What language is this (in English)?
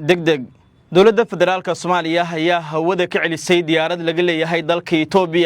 Somali